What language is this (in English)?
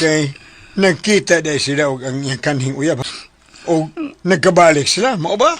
Cebuano